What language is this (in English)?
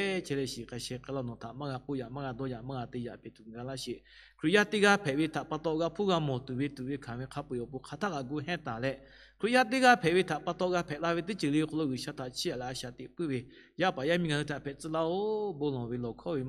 Lahu